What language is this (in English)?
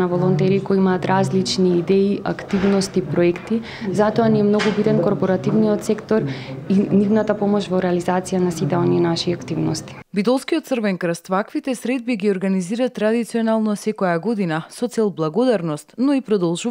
Macedonian